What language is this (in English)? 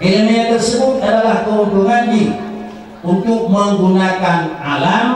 Achinese